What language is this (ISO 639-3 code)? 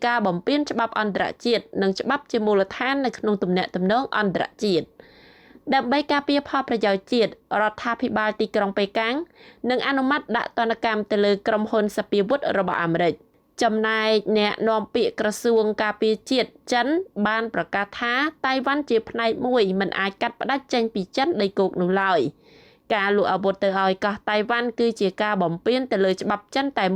khm